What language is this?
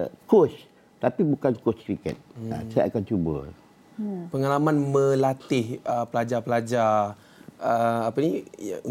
Malay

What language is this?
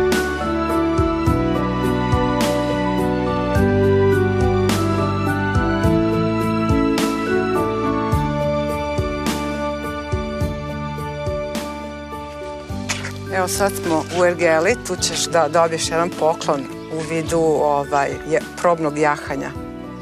Serbian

